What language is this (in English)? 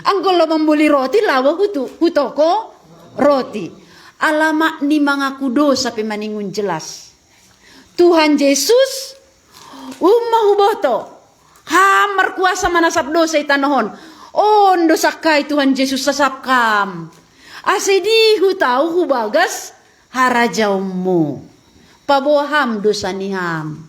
Batak Simalungun